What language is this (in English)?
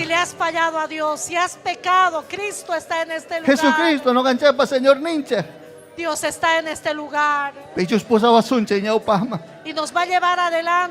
Ayacucho Quechua